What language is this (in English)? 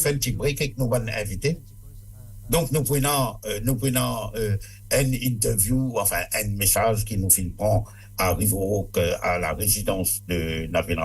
Morisyen